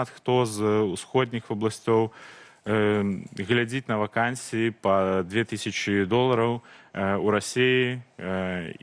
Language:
Belarusian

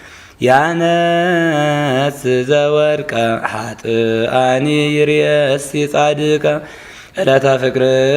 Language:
Geez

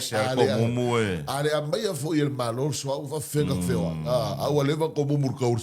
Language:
Samoan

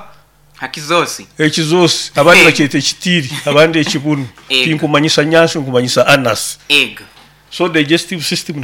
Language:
Nyoro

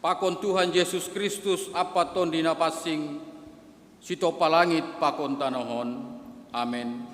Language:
Batak Simalungun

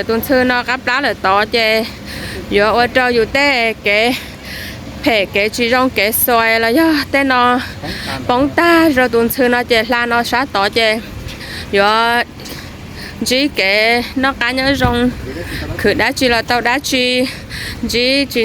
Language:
Hmong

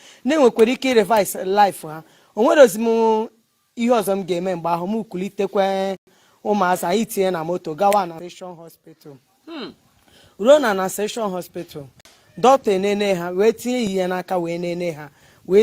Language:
Igbo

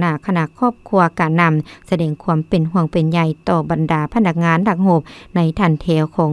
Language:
Lao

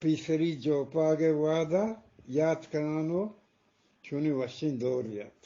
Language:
Eastern Balochi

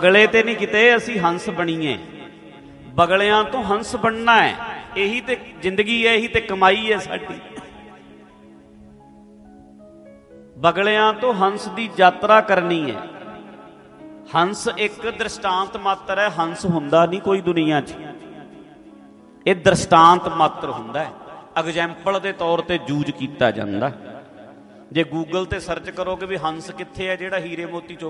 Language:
Punjabi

